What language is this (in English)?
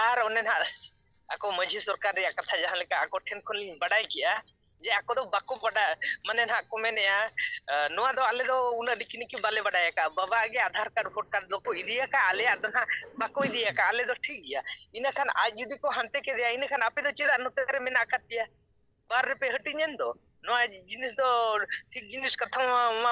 Santali